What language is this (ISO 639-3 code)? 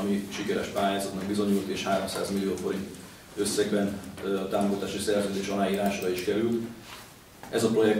hun